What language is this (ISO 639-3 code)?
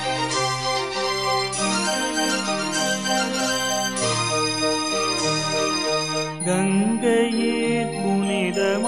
tam